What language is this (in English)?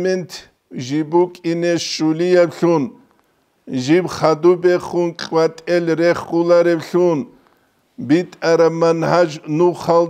Avaric